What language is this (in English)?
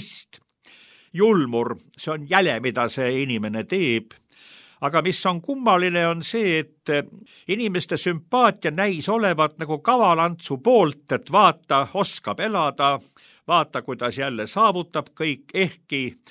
Estonian